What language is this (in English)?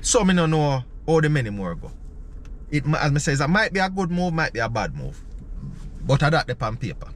Jamaican Creole English